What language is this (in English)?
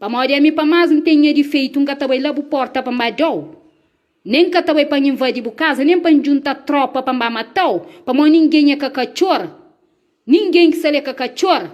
Kabuverdianu